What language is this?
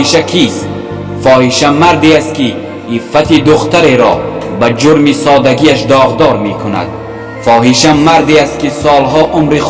Tajik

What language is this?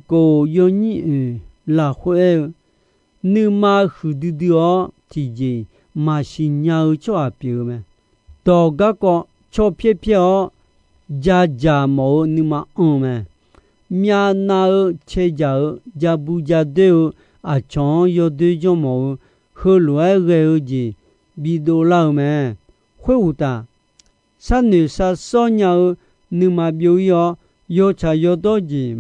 Akha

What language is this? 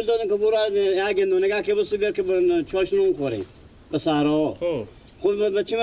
Persian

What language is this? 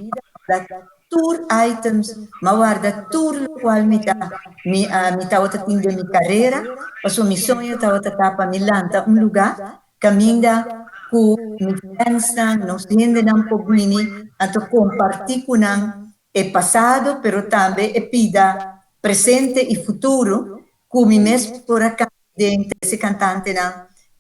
Papiamento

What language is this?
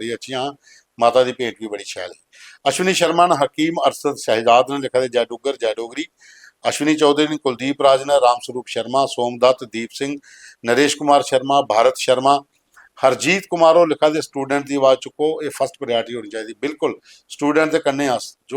Dogri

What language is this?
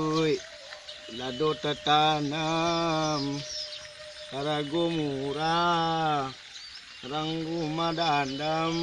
Minangkabau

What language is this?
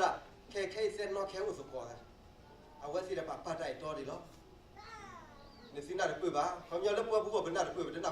S'gaw Karen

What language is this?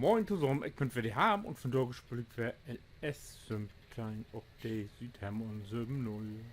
Low German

